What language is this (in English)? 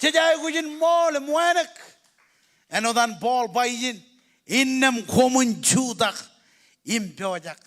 Marshallese